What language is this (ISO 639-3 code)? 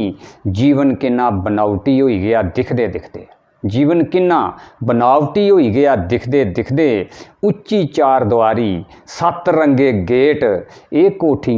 doi